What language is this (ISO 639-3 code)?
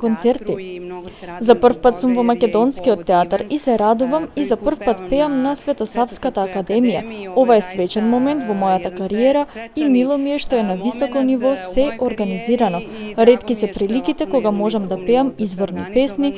mkd